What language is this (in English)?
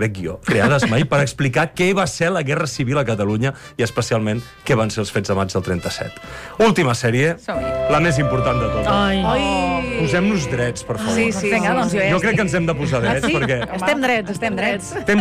Catalan